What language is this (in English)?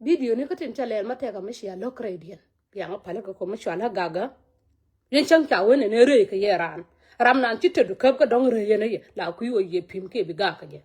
Nuer